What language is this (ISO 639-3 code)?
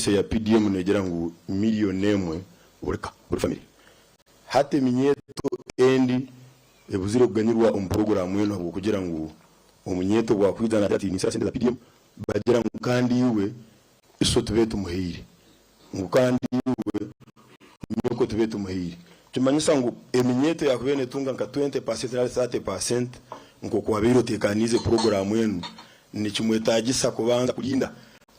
nyn